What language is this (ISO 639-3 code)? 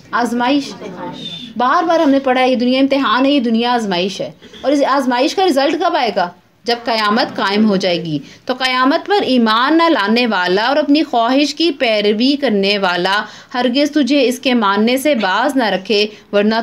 urd